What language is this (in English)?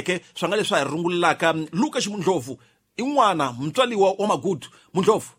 Tsonga